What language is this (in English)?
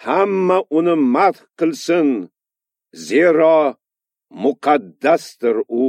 Uzbek